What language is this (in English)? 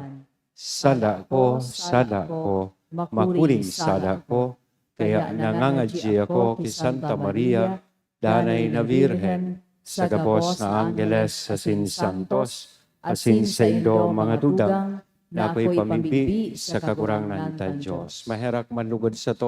Bikol